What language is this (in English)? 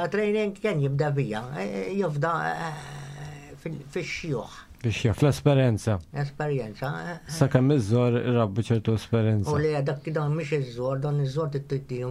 Maltese